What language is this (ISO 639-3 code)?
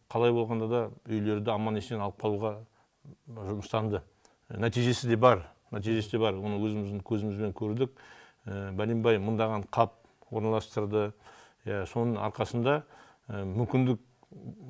kaz